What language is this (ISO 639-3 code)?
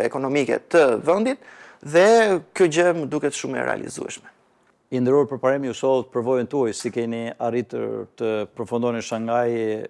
sqi